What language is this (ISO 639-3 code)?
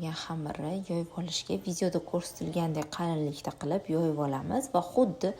uzb